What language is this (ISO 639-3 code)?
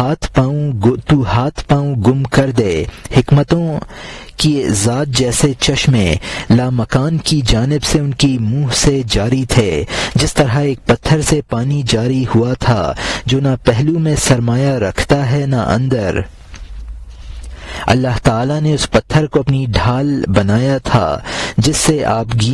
urd